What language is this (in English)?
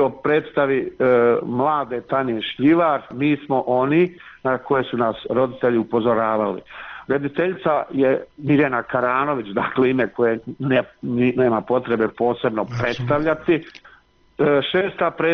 Serbian